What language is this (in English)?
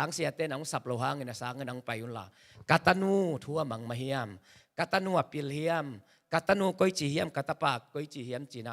Tedim Chin